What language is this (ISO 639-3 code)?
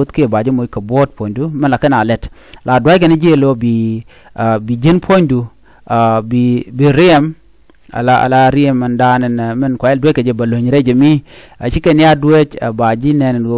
nus